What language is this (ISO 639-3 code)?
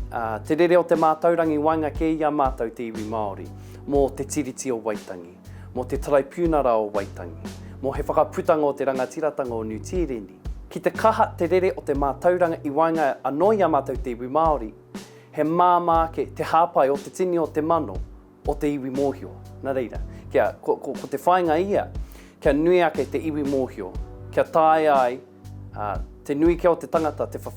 mri